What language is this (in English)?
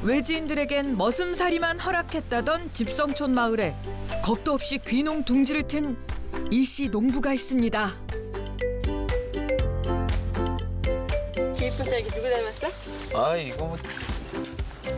Korean